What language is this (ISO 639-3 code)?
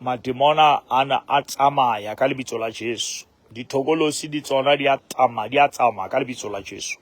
sot